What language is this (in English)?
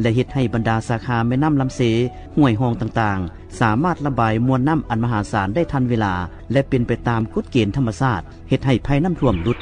Lao